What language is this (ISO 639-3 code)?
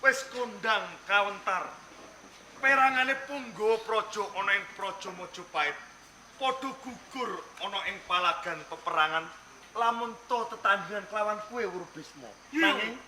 jav